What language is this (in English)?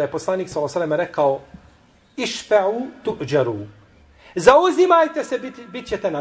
Bosnian